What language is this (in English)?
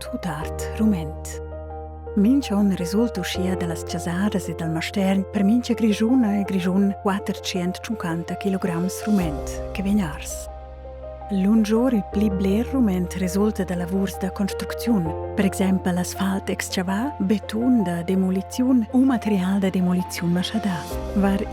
Romansh